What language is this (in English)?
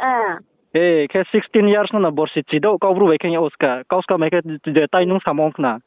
Riang (India)